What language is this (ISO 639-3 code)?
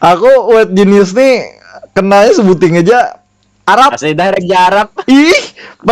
bjn